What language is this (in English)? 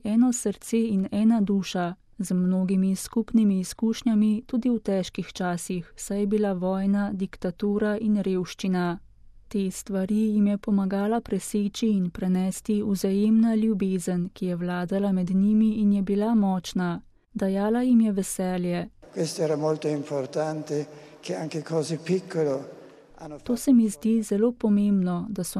Slovenian